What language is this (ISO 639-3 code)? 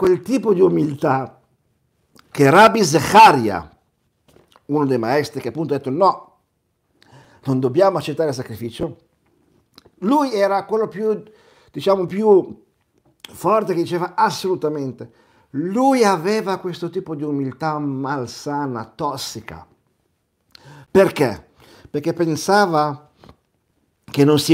ita